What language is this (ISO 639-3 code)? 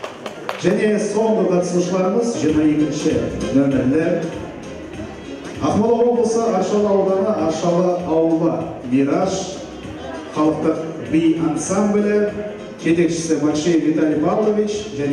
kaz